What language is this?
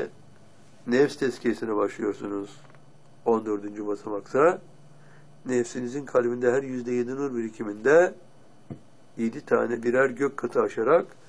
Turkish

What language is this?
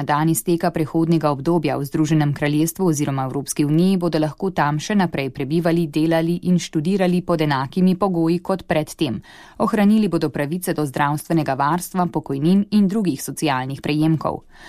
Slovenian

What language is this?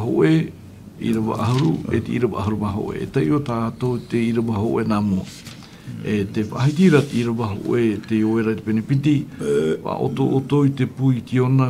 Tahitian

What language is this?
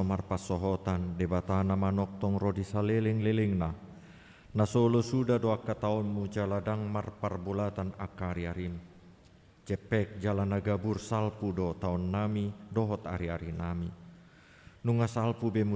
Batak Toba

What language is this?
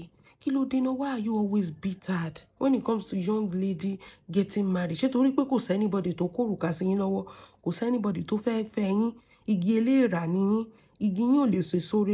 Yoruba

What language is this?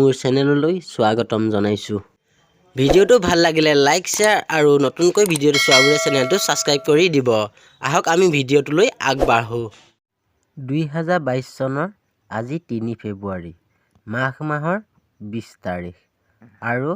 Assamese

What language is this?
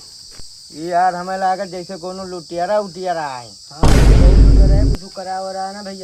Awadhi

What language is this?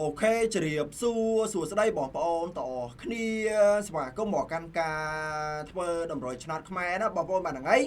Khmer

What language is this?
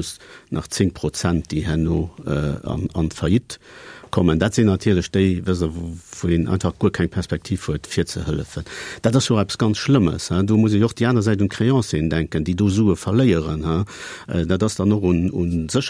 Luxembourgish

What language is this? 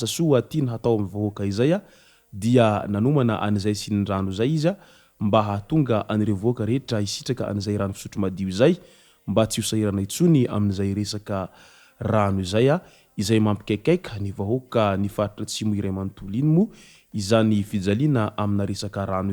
Malagasy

